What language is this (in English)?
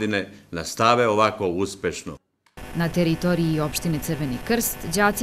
Serbian